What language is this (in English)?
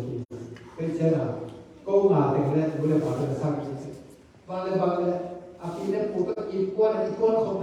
Tedim Chin